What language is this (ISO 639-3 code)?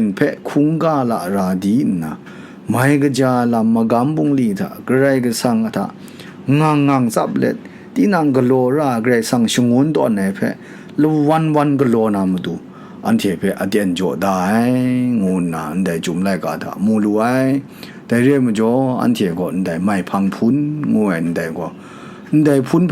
kac